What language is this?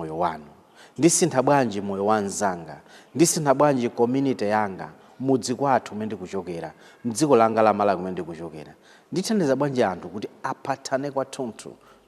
Nyanja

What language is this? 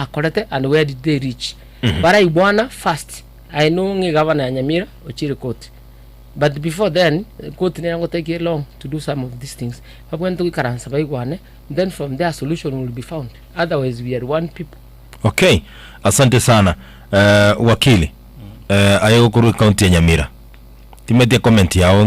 Gusii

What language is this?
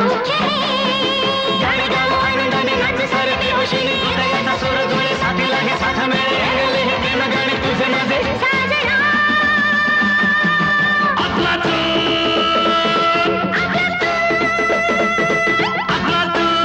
Marathi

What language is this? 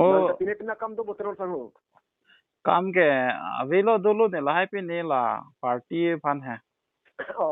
Karbi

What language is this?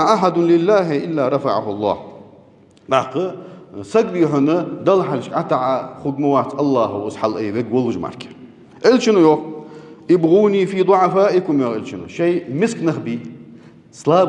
Ingush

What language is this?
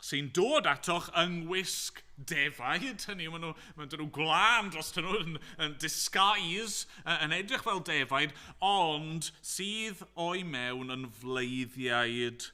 Welsh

